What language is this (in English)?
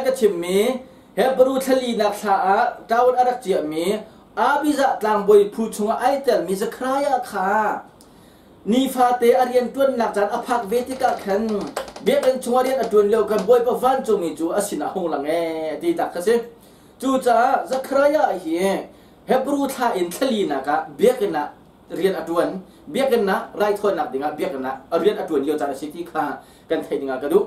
Hakha Chin